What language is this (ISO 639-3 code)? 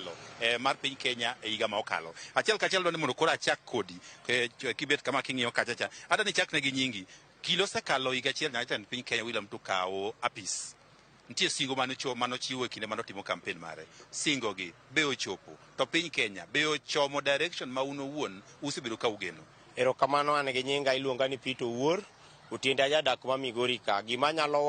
luo